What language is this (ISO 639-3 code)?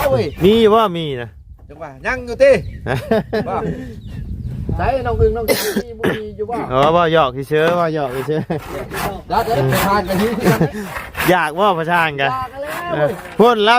lao